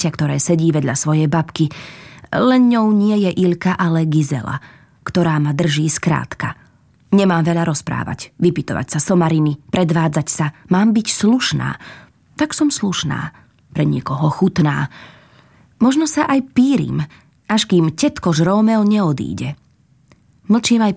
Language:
Slovak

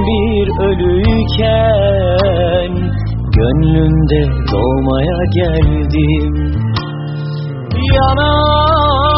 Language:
Turkish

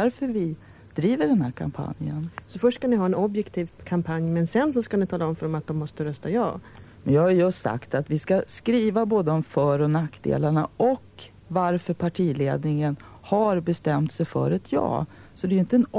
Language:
Swedish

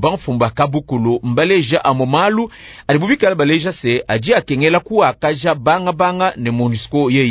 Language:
Luba-Lulua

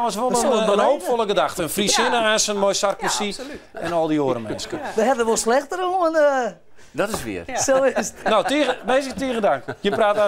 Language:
Western Frisian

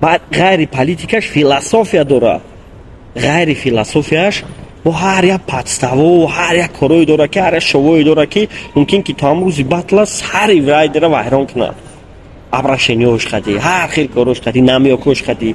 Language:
Tajik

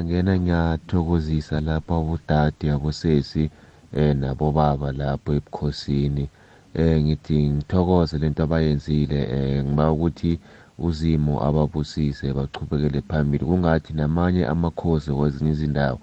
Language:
South Ndebele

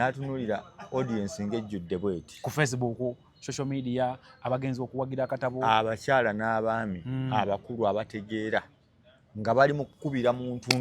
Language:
Ganda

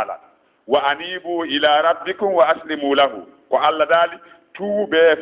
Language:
Fula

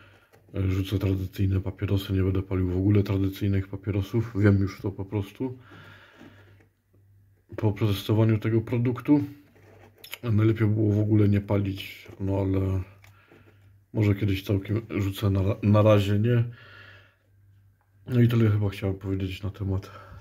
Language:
Polish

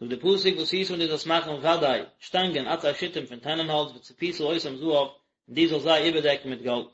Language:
Yiddish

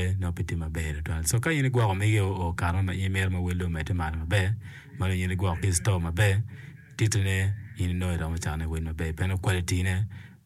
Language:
Acoli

